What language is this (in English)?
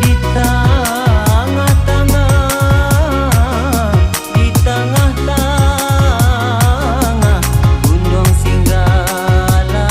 Minangkabau